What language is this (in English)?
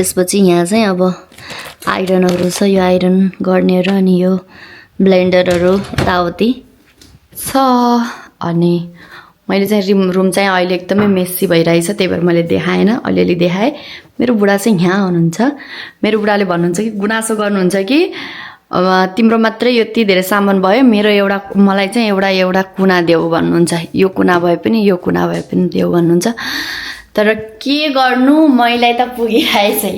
Nepali